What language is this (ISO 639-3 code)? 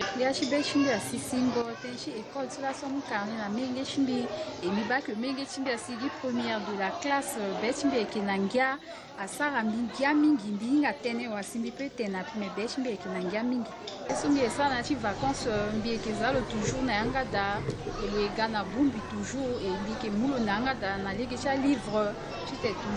sag